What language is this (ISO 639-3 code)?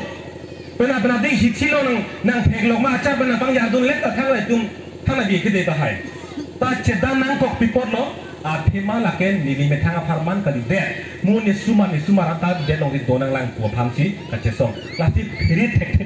mjw